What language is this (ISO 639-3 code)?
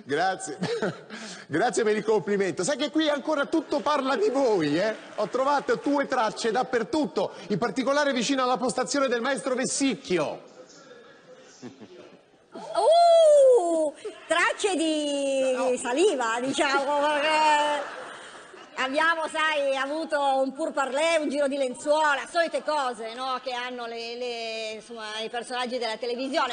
ita